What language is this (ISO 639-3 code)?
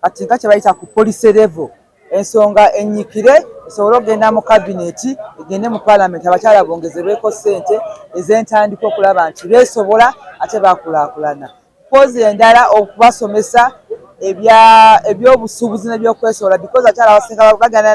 lug